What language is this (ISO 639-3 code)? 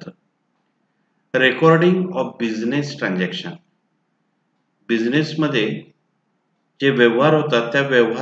mar